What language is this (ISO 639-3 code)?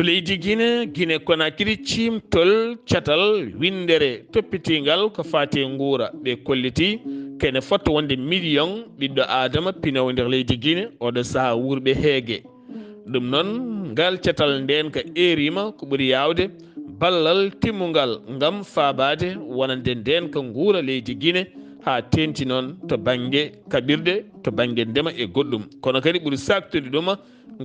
ful